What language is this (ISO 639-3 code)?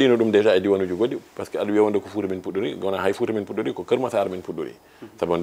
ful